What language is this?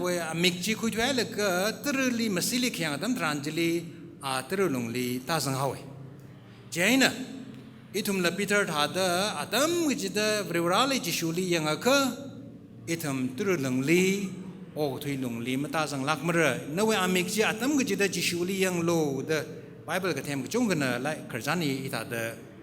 Tangkhul Naga (India)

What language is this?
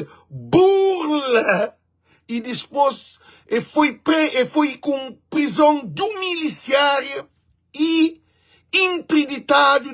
Kabuverdianu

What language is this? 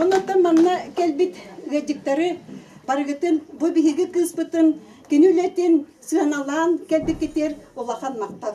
Yakut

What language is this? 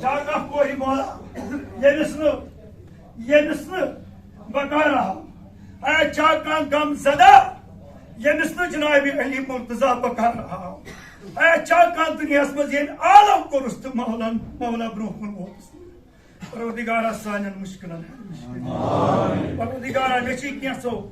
Kashmiri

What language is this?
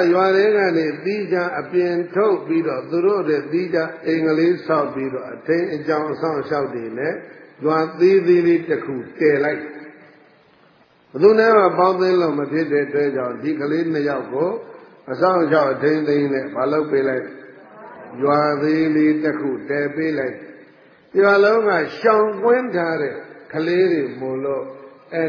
Burmese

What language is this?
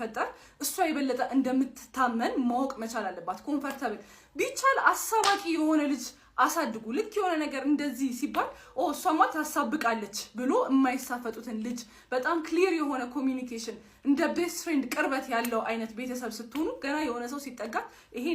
Amharic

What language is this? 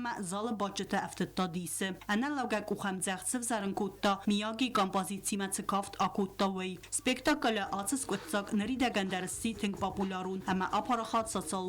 Ossetic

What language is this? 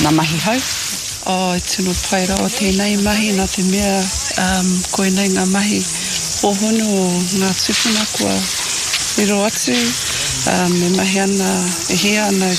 Māori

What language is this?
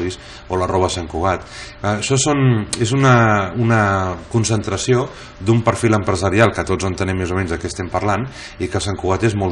Catalan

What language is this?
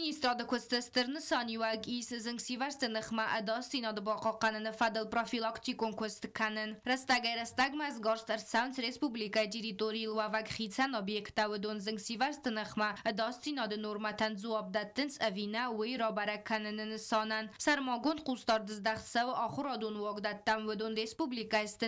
Ossetic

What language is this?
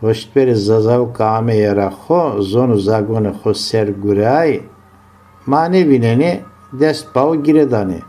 Zaza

